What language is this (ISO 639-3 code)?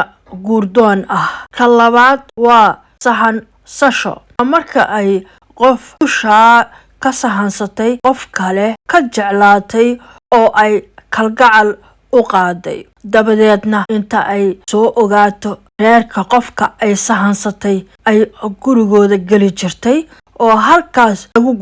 som